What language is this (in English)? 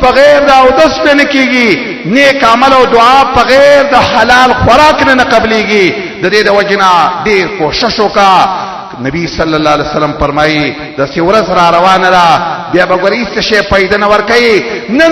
Pashto